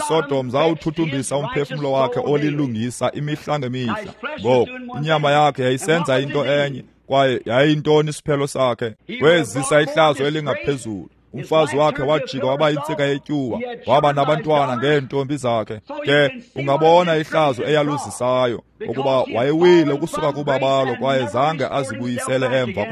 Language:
Xhosa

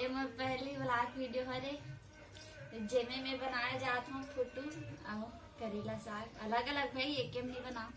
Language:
Chhattisgarhi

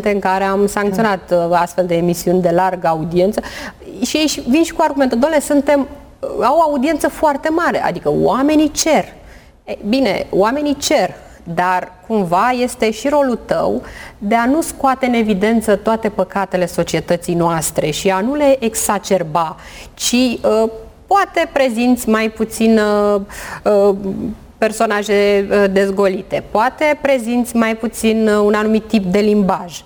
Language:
Romanian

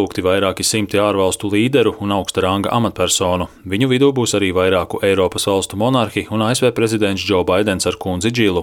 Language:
Latvian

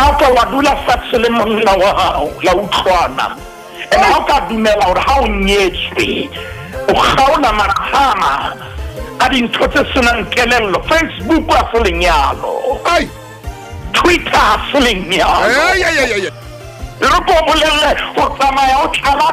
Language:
Southern Sotho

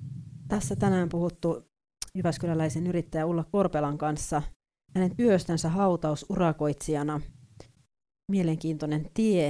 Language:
Finnish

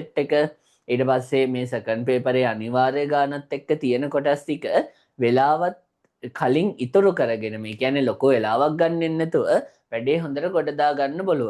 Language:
Sinhala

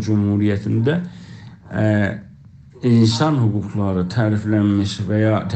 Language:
South Azerbaijani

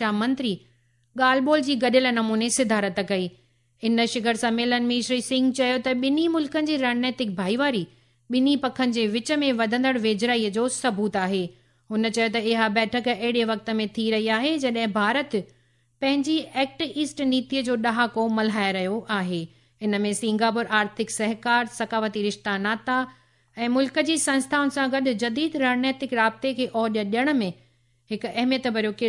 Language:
Sindhi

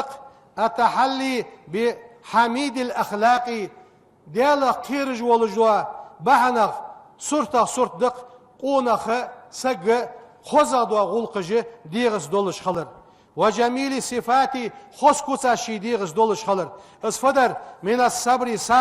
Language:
Ingush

